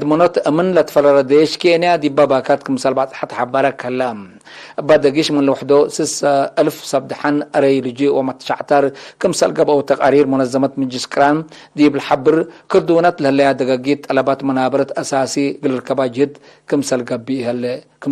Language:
Tigre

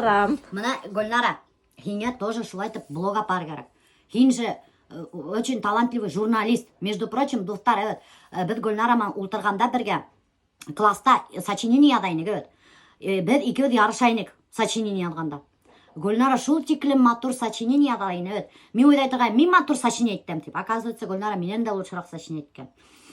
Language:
Bashkir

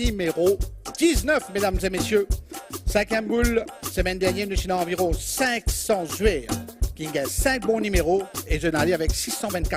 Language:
Morisyen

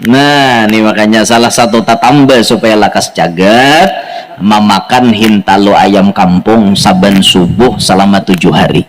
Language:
Banjar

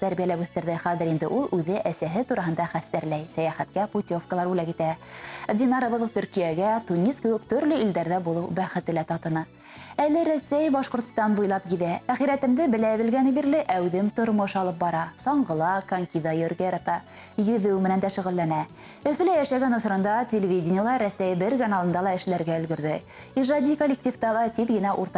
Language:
Bashkir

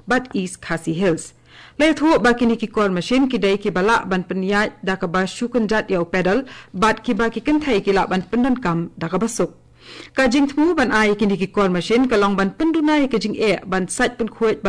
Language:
Khasi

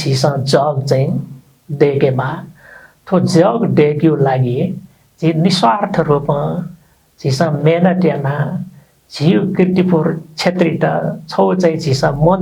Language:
Newari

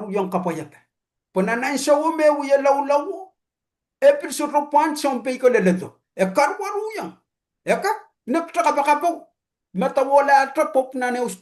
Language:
Pohnpeian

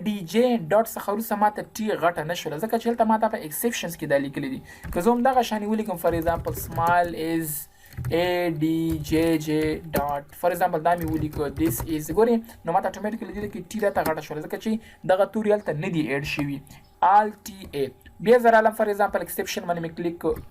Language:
Pashto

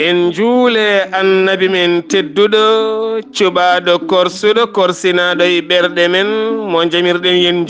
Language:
Fula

